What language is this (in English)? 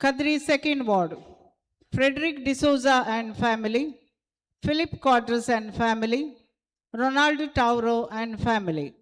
Konkani